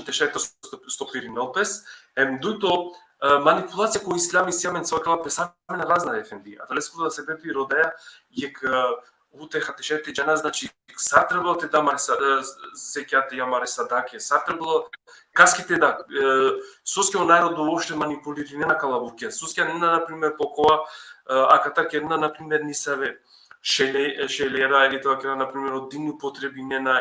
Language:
Balkan Romani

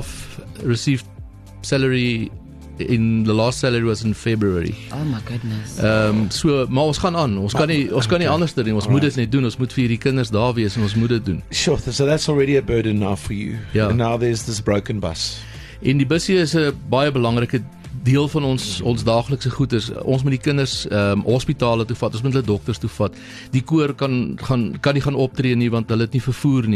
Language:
Afrikaans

